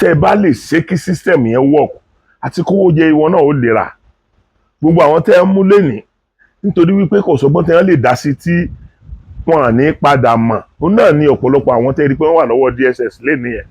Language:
Yoruba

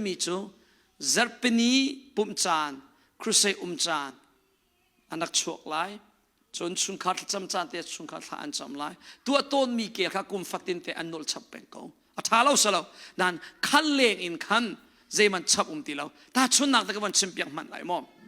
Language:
Hakha Chin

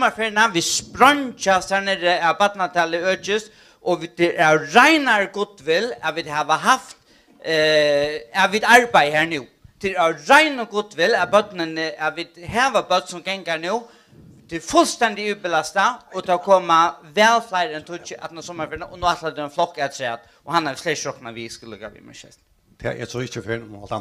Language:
Faroese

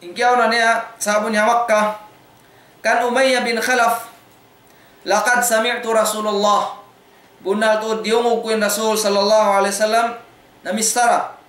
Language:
Tausug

